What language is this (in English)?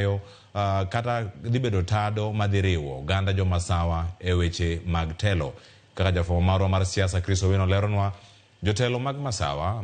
Luo (Kenya and Tanzania)